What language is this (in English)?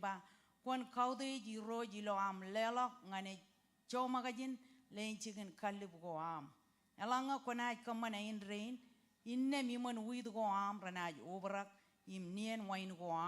Marshallese